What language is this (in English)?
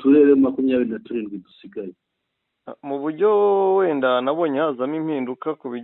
Kinyarwanda